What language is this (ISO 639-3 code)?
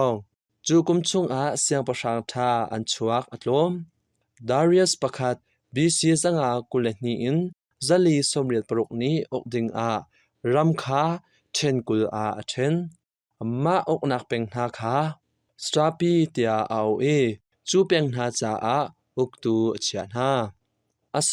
cnh